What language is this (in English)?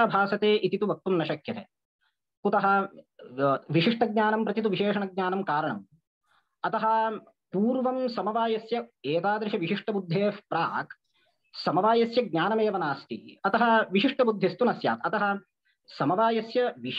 Sanskrit